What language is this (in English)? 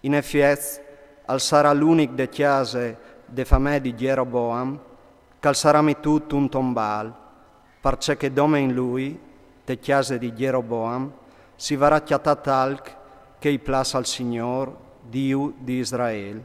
Friulian